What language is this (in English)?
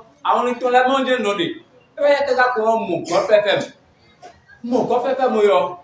Fon